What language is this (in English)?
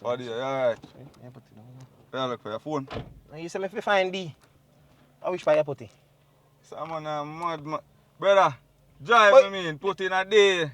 Jamaican Creole English